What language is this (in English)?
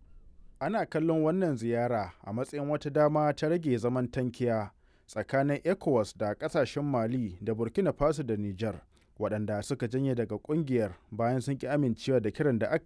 Hausa